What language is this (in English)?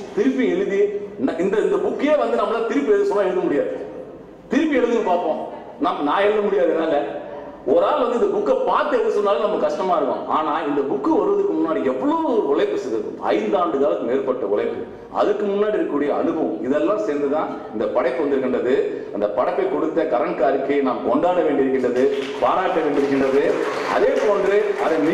Tamil